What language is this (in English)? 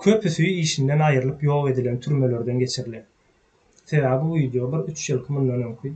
Turkmen